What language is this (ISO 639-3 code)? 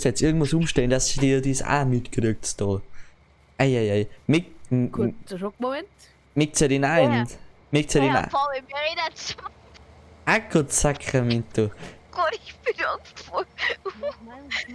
bar